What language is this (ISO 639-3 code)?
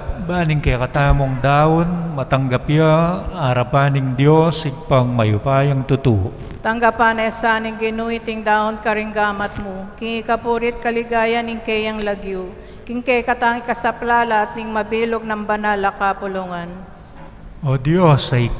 pam